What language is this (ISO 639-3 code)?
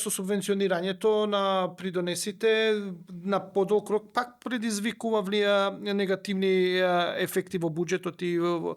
mkd